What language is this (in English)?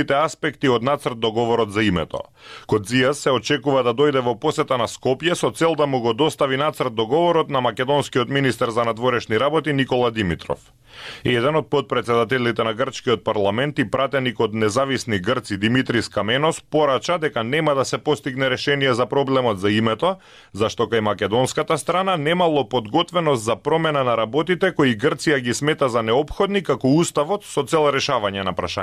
Macedonian